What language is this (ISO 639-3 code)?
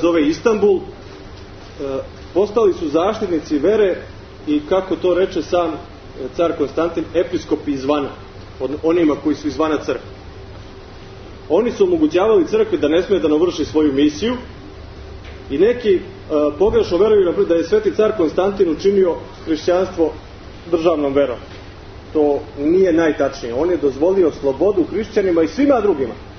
srp